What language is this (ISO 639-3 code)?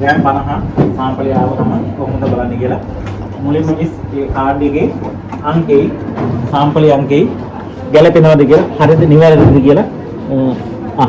sin